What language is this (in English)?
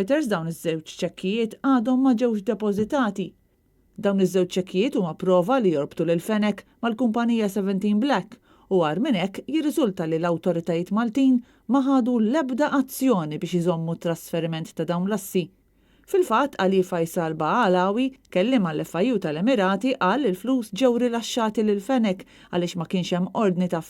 Maltese